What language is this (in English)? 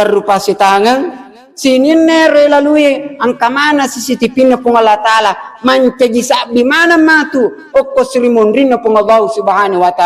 Buginese